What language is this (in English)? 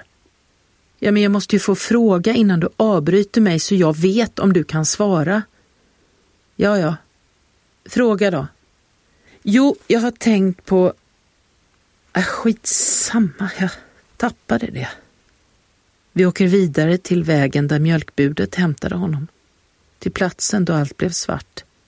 Swedish